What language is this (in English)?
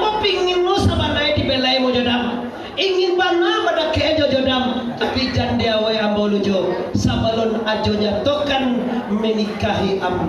Minangkabau